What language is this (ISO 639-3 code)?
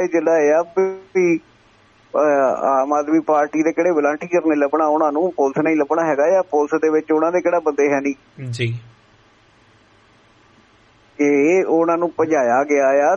pan